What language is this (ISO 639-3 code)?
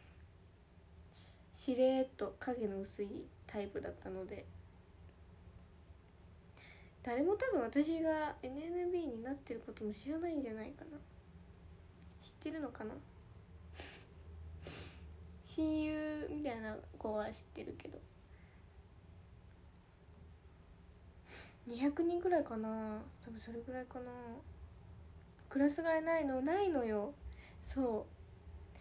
jpn